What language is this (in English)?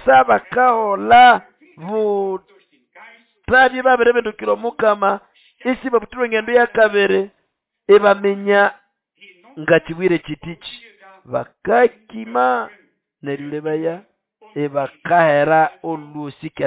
Nande